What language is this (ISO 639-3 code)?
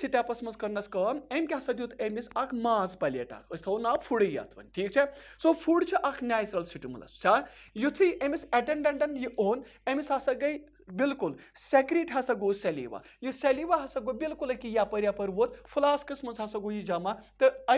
kas